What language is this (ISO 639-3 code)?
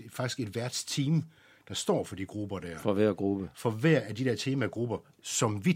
dan